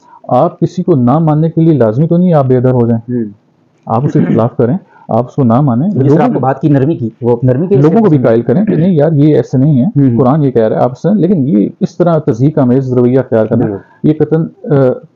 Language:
Urdu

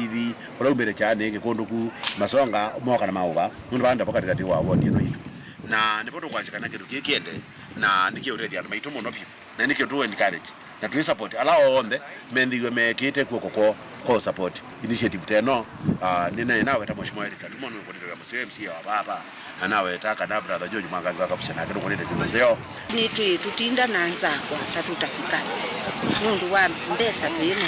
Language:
Kamba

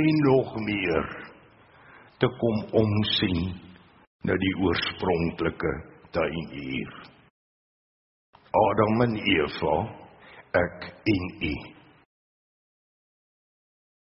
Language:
Afrikaans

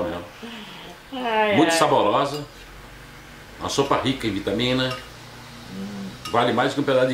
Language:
Portuguese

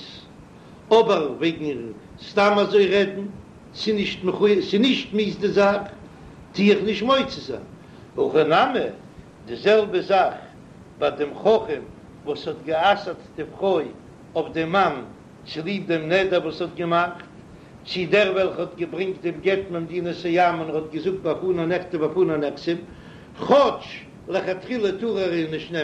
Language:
Yiddish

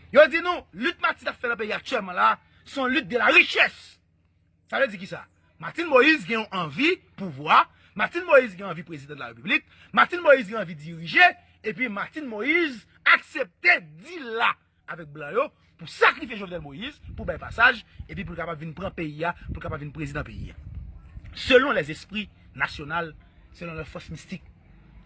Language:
Haitian Creole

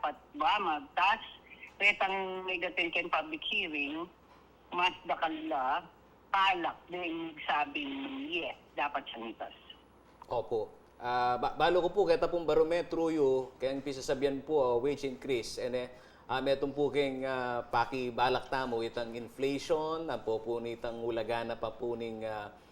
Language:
Pampanga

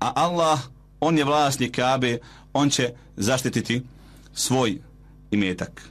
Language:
Bosnian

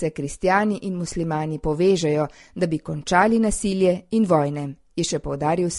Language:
Slovenian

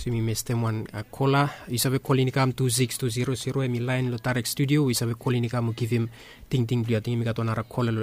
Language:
Bislama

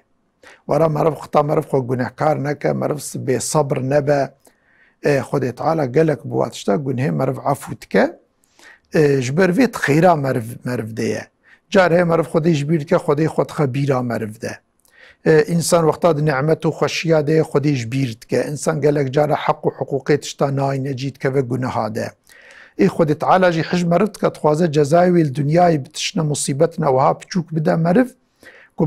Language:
Kurdish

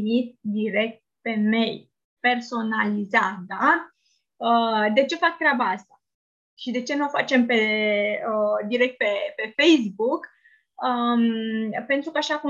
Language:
Romanian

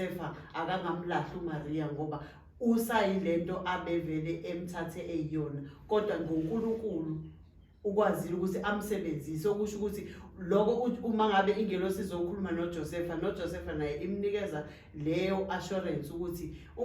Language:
Zulu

